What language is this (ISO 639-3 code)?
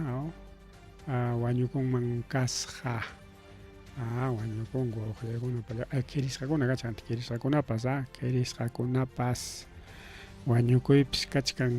quy